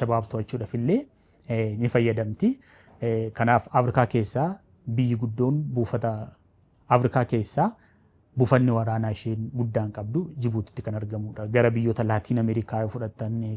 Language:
Oromo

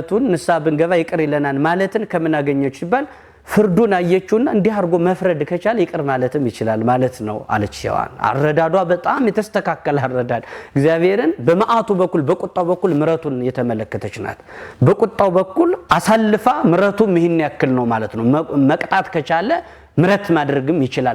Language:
Amharic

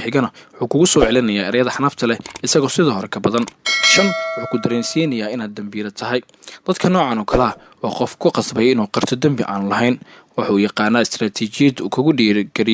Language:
Somali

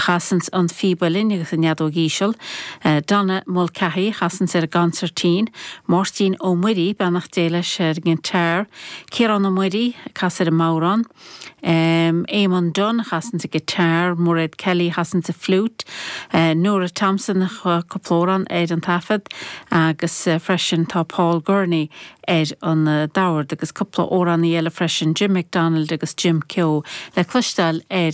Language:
Irish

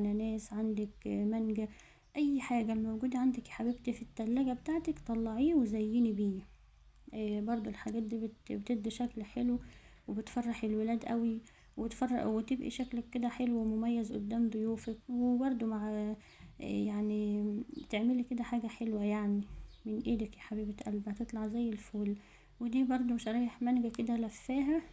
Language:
Egyptian Arabic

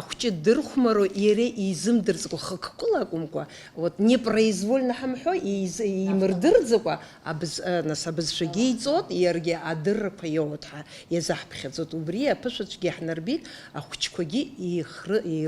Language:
Abkhazian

